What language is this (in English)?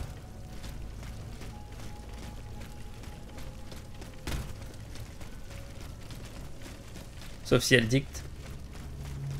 French